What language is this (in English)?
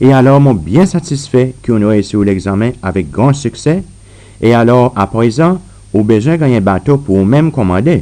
Seselwa Creole French